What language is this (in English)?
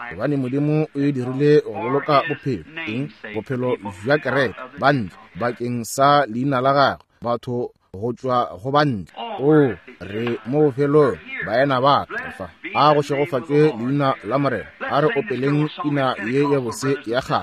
Northern Sotho